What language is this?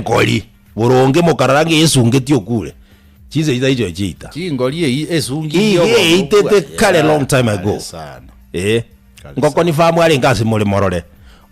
Gusii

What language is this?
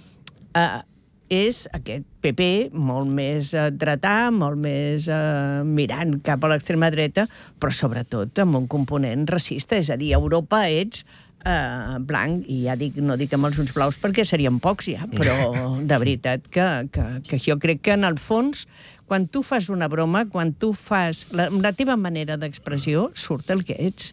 Catalan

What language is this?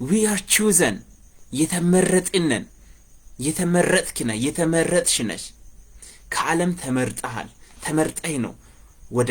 Amharic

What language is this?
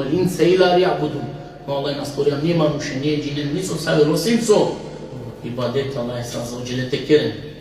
Balkan Romani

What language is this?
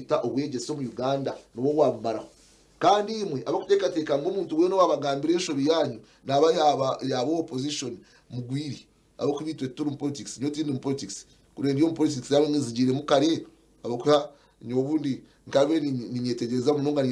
Nyankole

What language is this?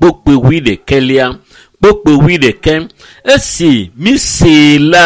Ewe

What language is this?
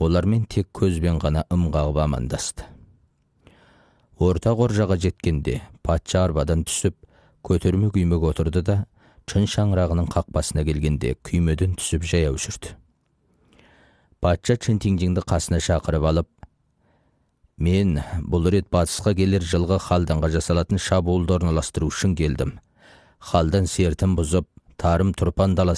Kazakh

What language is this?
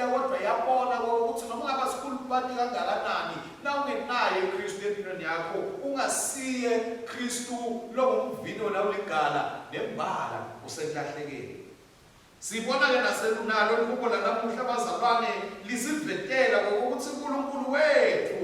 Swati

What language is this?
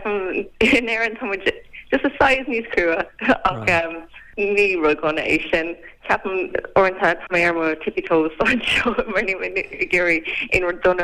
Irish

